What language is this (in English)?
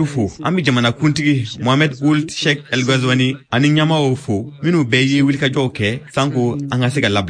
Bambara